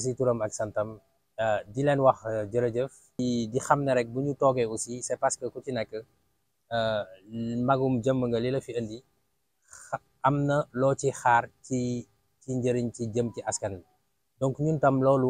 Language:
Wolof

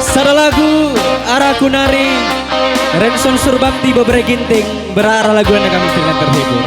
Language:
Batak Karo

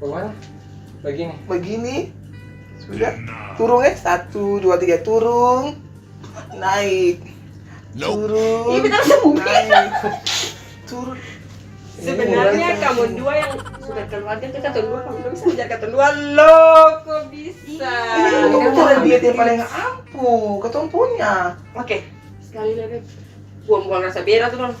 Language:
Ambonese Malay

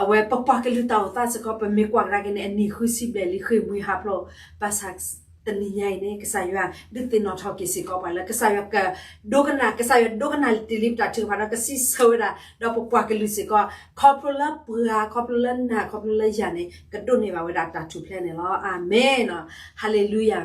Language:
S'gaw Karen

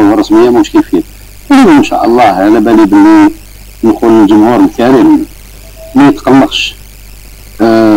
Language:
Algerian Arabic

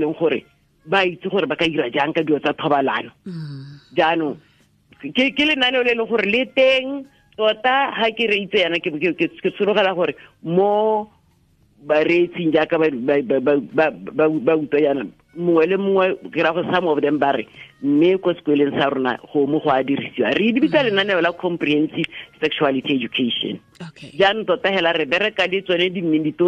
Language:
Tswana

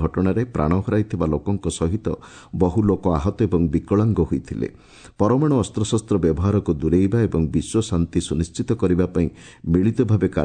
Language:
Odia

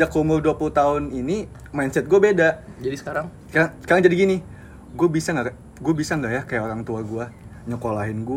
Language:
Indonesian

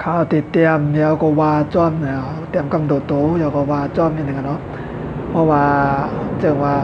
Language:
Shan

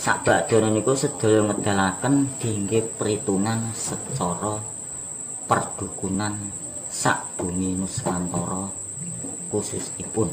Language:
Javanese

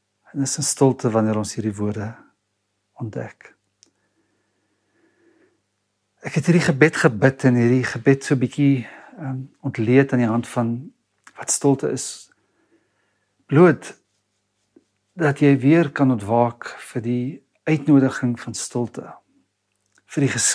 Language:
Afrikaans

